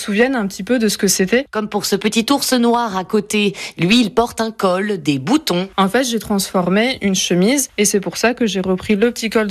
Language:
French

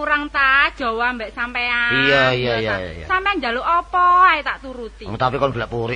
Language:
Javanese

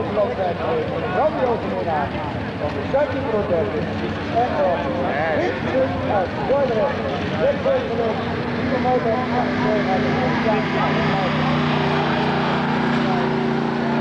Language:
Dutch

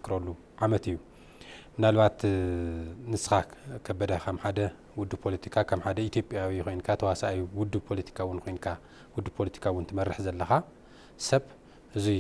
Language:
Tigrinya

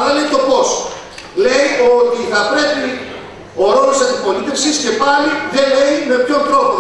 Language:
Greek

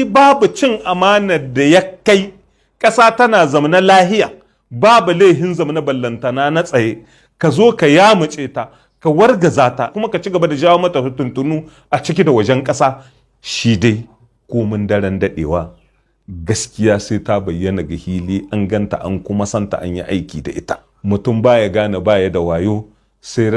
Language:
Hausa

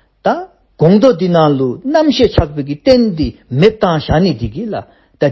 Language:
Dzongkha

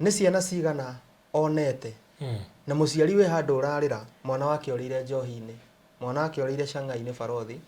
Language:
Kikuyu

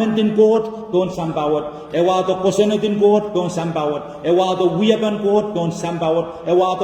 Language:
Pohnpeian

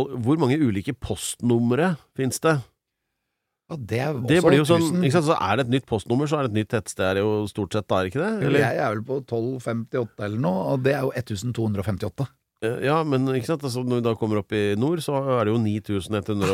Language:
Norwegian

